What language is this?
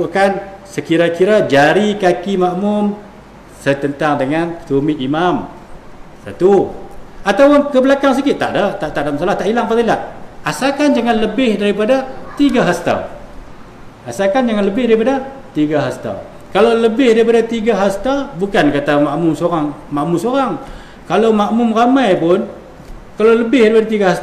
Malay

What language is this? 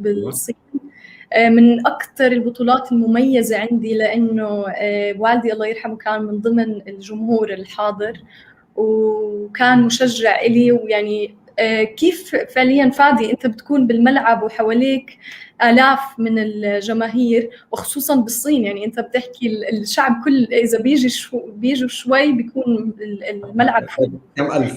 North Levantine Arabic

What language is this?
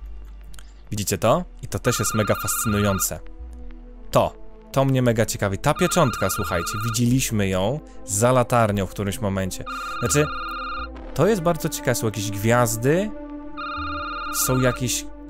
Polish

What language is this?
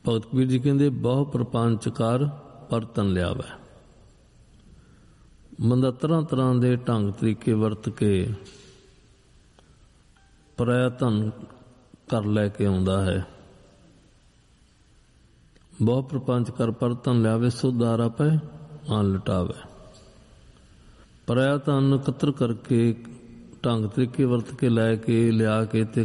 Punjabi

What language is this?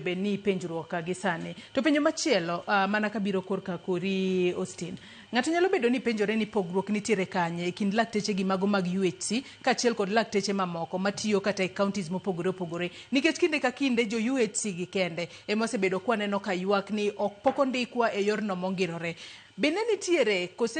Luo (Kenya and Tanzania)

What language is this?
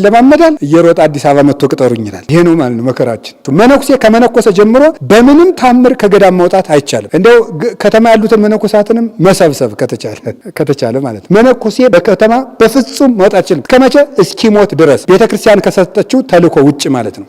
Amharic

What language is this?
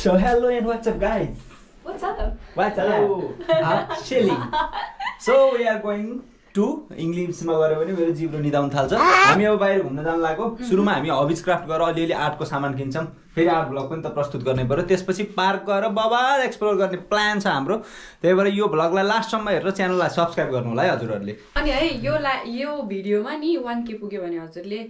Nepali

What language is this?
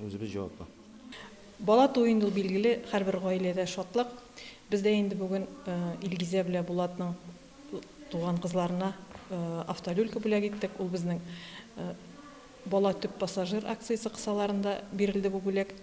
Tatar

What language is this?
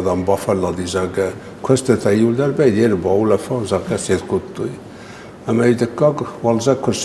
Ossetic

